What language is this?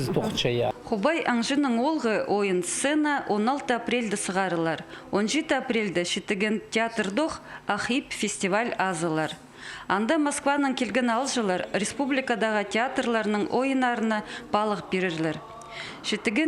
Khakas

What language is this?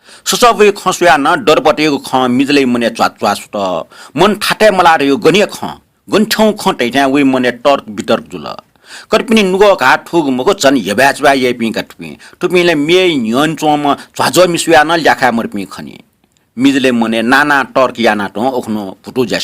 Newari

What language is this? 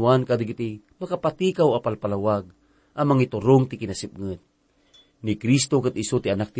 Iloko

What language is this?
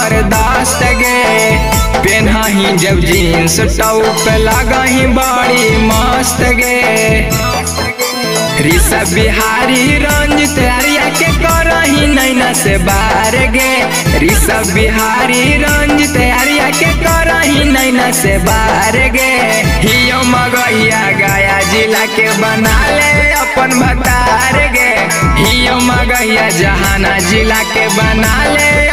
Magahi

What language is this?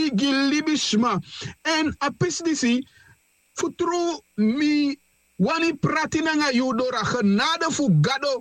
Sranan Tongo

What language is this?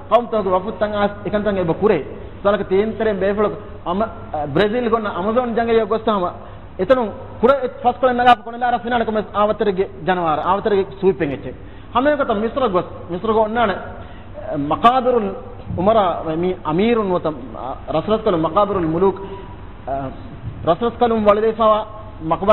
Divehi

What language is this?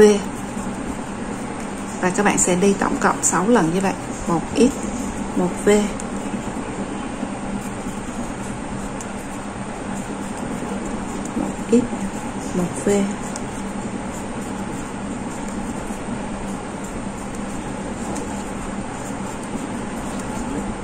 Vietnamese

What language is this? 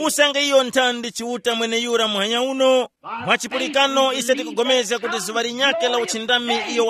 Tumbuka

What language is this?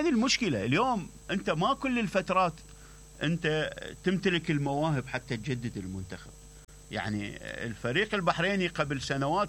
Mesopotamian Arabic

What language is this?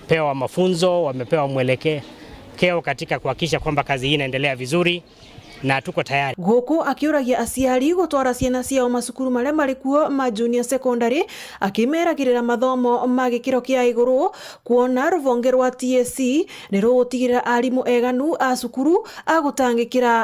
Meru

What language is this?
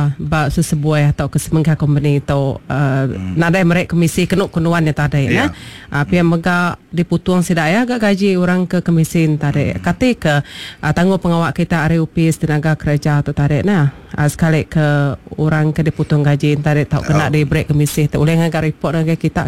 Iban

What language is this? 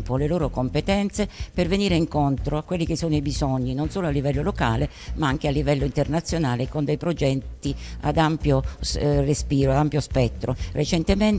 Italian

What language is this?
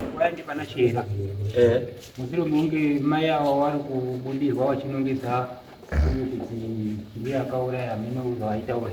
Shona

